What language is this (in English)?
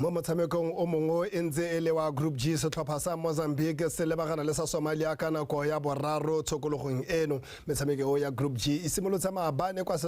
Tswana